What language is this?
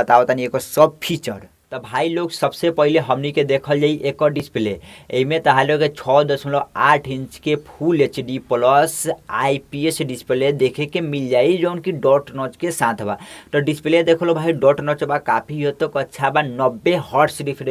Bhojpuri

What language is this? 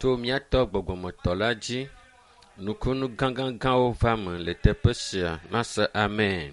Ewe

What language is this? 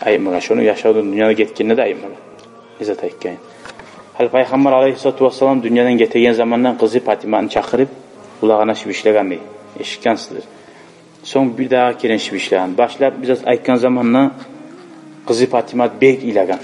Kumyk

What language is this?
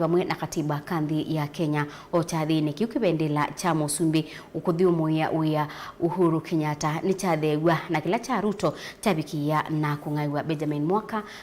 Kamba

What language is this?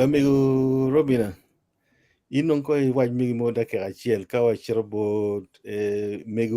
Acoli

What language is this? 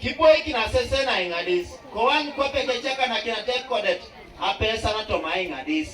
Teso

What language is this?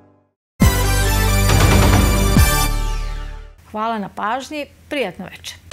Serbian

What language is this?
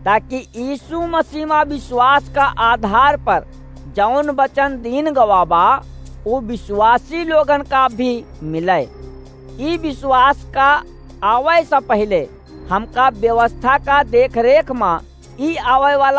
Awadhi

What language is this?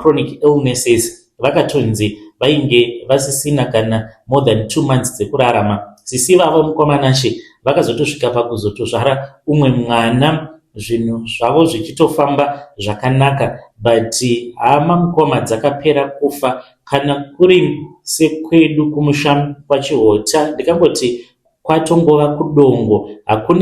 Shona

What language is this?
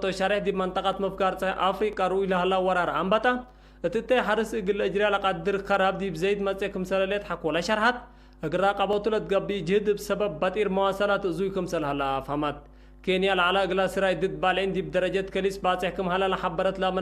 Tigre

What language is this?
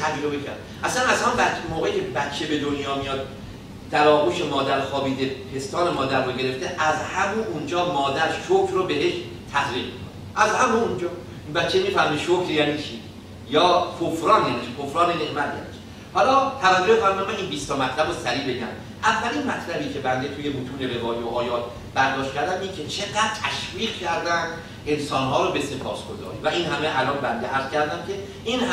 Persian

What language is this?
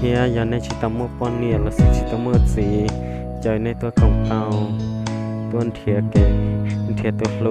Hmong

